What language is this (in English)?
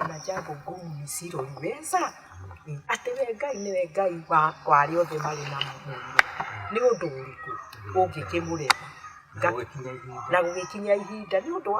Kikuyu